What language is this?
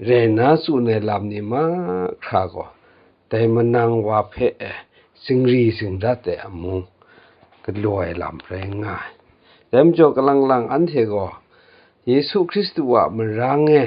Kachin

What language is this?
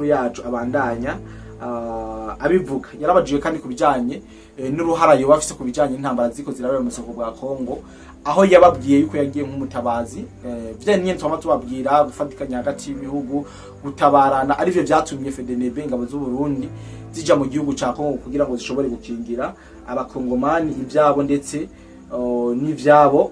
Rundi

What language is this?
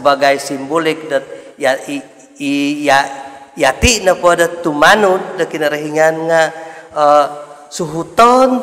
Central Dusun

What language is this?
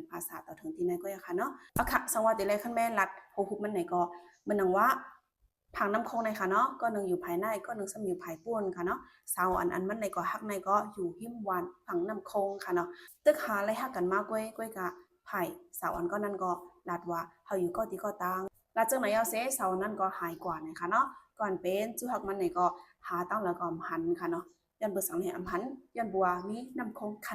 Shan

